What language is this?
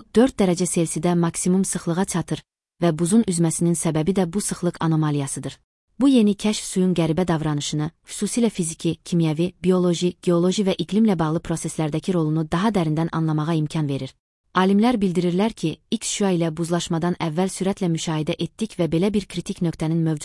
Azerbaijani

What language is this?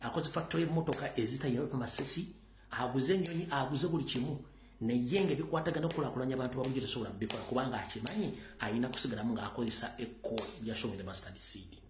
Ganda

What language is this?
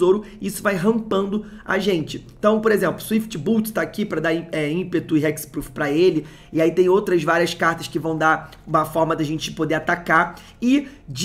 Portuguese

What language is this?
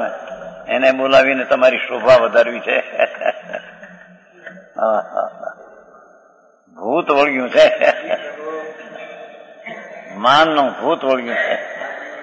Gujarati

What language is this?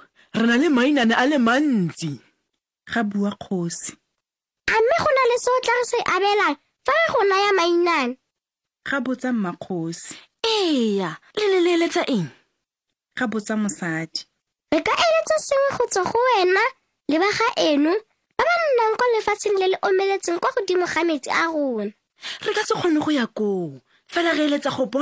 Tswana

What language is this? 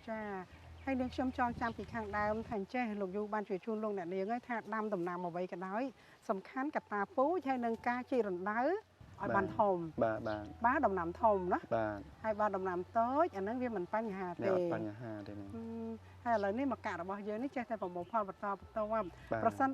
Khmer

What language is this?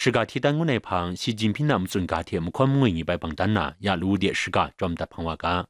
Kachin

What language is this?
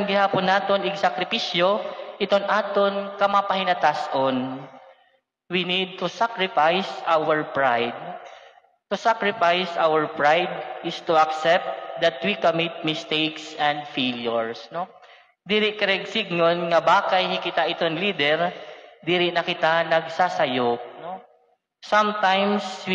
Waray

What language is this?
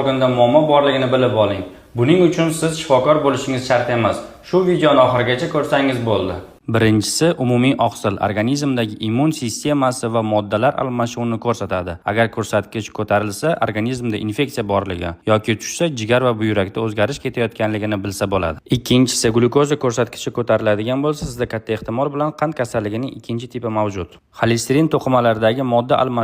Uzbek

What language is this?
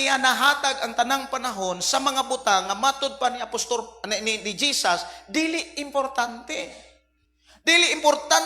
Cebuano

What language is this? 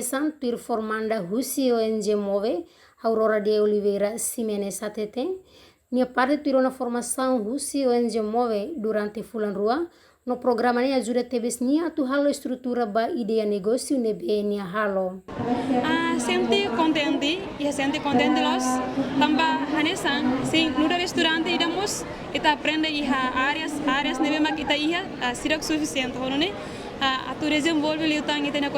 Tetum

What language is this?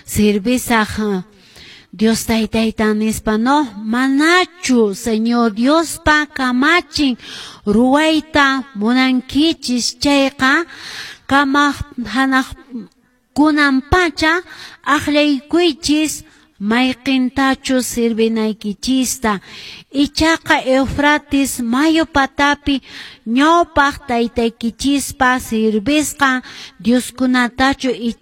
Quechua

